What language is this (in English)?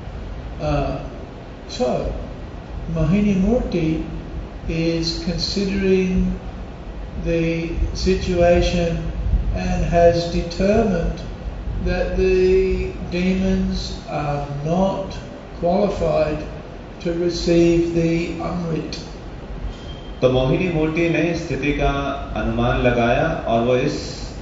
Hindi